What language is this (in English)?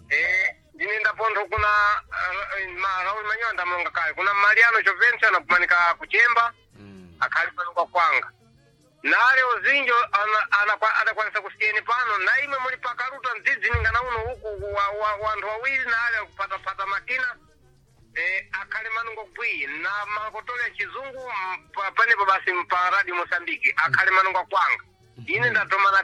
Sena